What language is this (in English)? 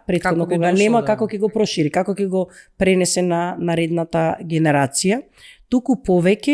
Macedonian